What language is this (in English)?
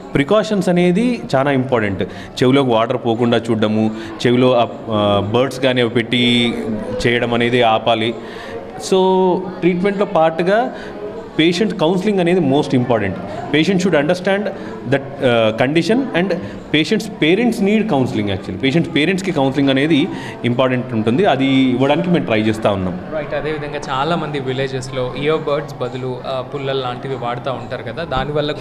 Telugu